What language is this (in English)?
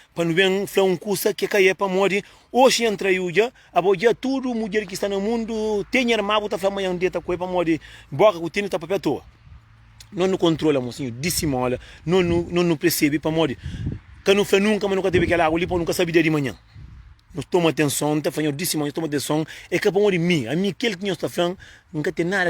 Kabuverdianu